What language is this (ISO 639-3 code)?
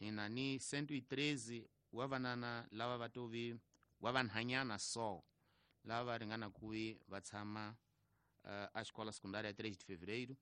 tso